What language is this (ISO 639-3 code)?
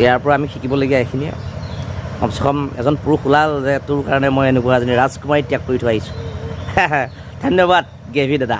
asm